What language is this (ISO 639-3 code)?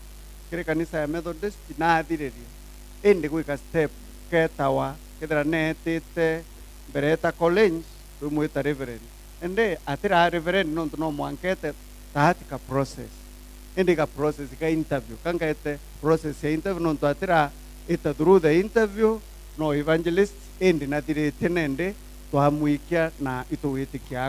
mer